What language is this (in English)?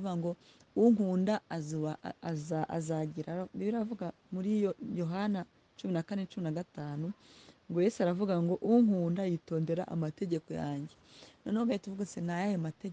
Kinyarwanda